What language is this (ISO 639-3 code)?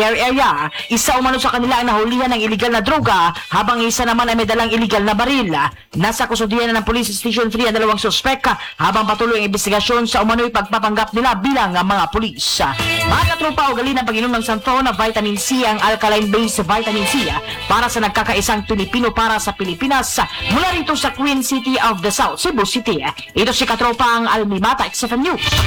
fil